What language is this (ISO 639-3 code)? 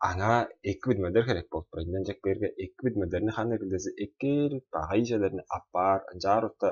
tyv